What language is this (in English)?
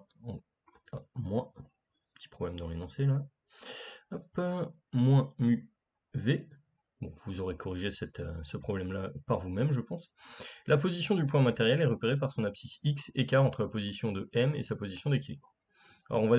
French